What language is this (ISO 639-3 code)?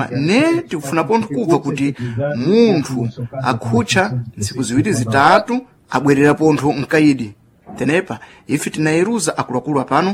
seh